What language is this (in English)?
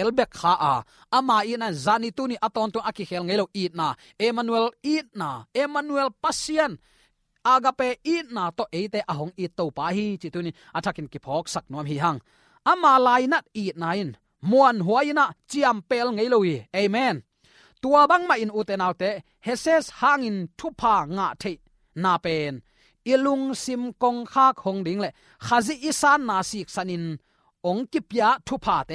Tedim Chin